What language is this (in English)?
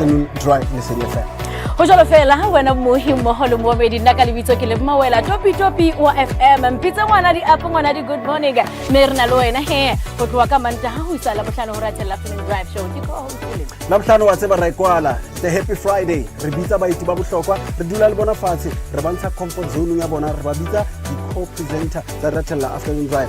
Southern Sotho